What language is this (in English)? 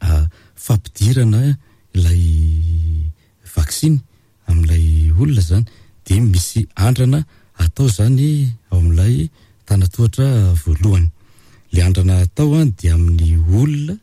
Malagasy